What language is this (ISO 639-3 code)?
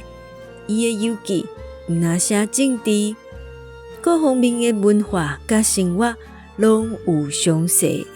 nan